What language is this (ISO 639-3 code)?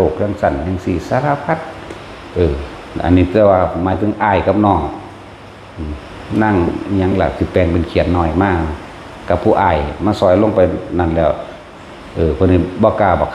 tts